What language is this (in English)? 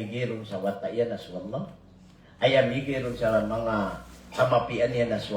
Maranao